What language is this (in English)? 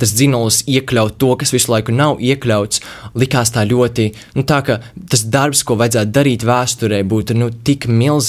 Latvian